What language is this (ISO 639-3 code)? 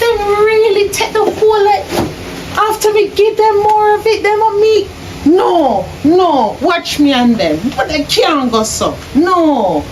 jam